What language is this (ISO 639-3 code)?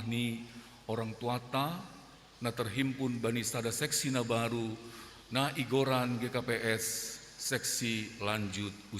bts